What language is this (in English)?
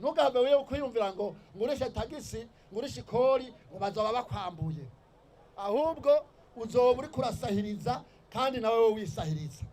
Rundi